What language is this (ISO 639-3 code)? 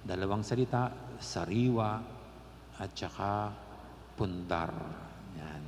pam